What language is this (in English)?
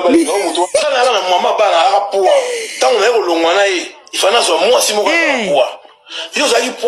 Lingala